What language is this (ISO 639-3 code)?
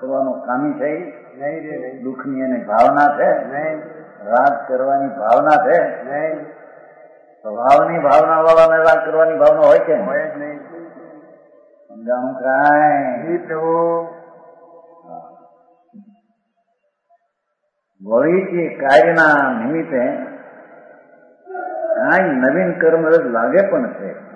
guj